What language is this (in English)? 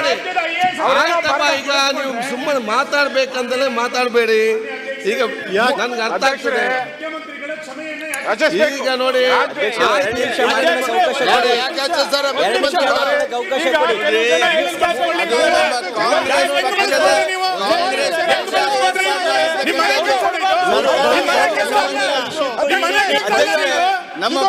Kannada